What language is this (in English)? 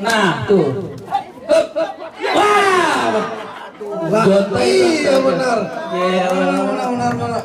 Betawi